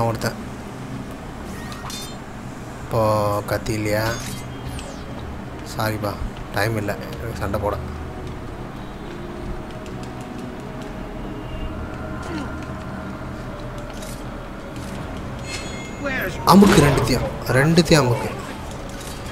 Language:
Tamil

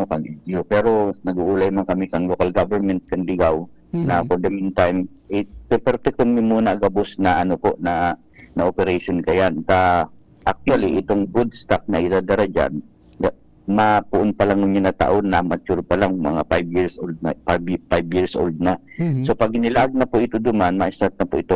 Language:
Bikol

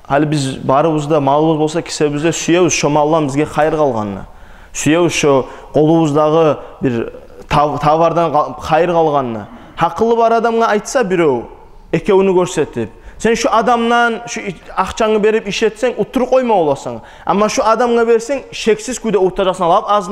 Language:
Kumyk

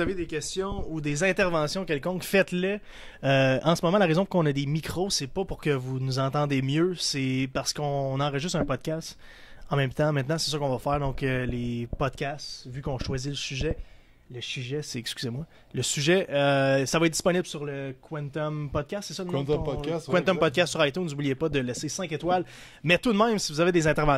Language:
French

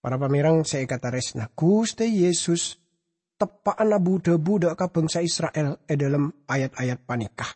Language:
Madurese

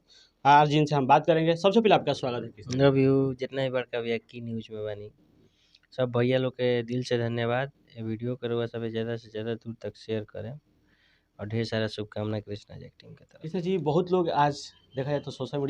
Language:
Bhojpuri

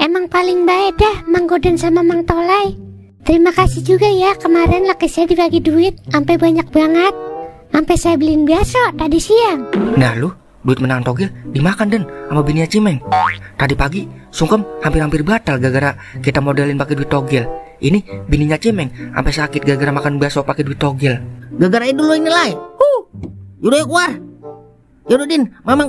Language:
Betawi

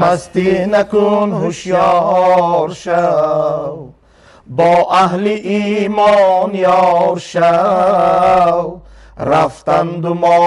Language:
Tajik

